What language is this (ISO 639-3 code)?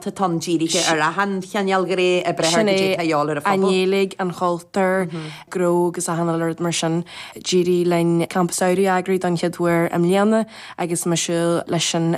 gle